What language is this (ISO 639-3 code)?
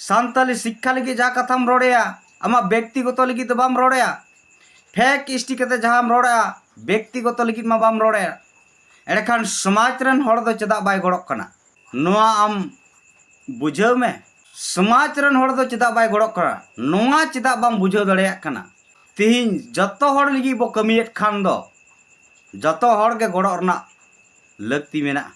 sat